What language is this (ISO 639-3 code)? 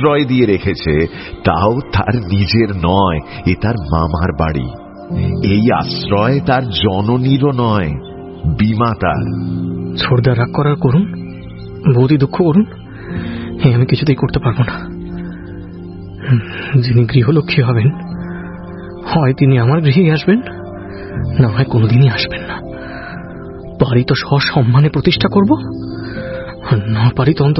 ben